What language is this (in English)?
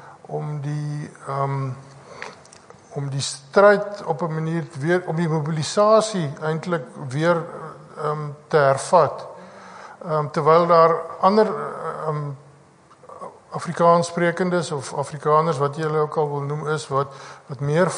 Afrikaans